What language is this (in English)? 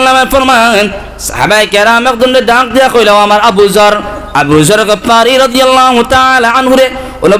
Sylheti